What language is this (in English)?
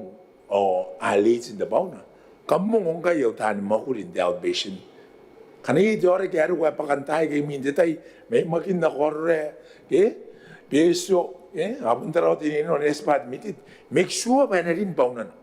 Gilbertese